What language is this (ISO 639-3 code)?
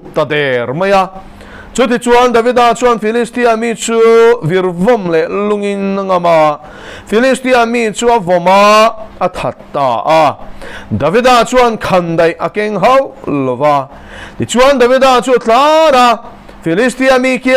lus